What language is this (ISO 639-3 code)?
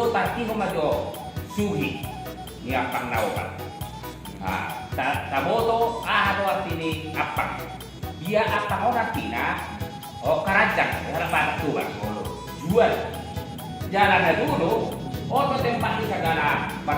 bbc